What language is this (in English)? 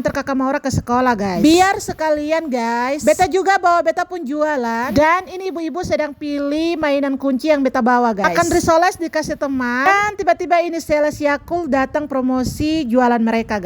Ambonese Malay